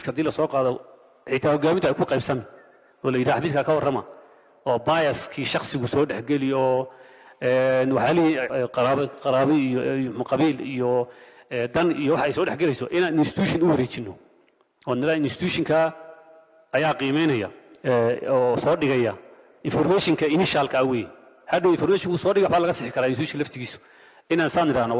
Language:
Somali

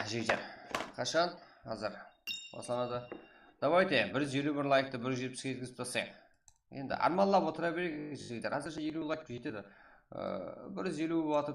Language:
Kara-Kalpak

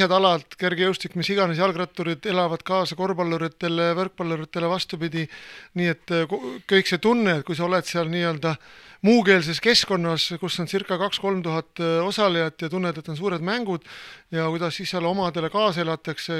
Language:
Estonian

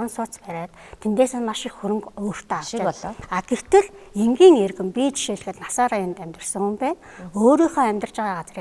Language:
Mongolian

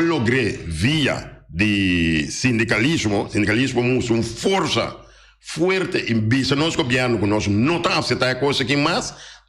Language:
Papiamento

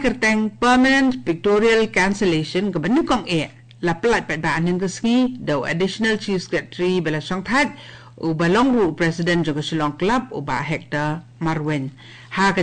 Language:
Khasi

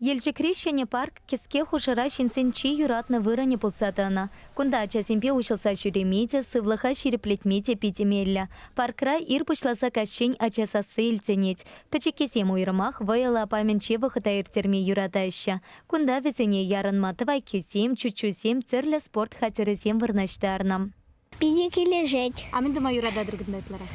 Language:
Chuvash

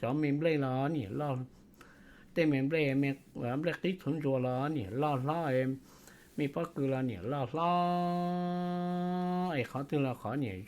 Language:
Hmong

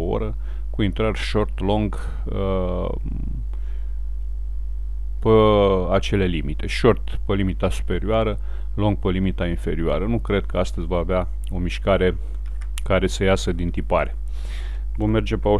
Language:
Romanian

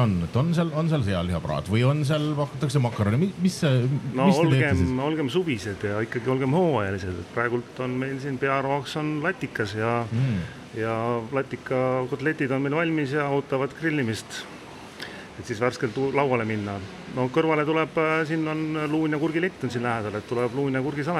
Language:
Estonian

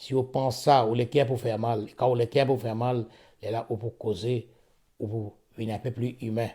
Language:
Morisyen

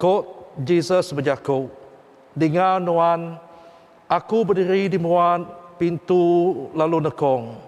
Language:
Iban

